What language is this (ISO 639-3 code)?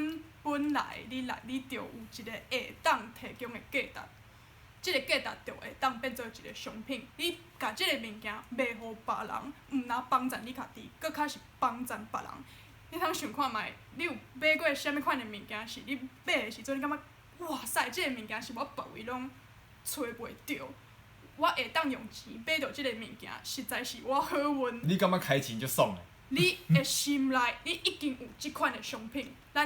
nan